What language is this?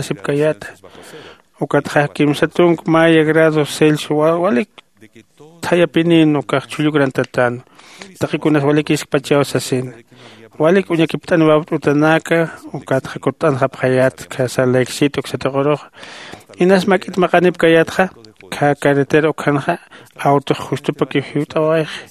Aymara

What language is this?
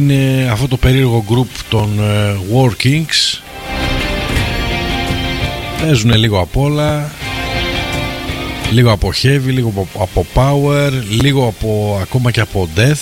Greek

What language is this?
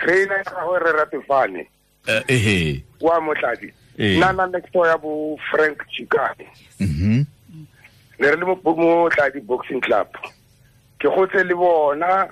Tswana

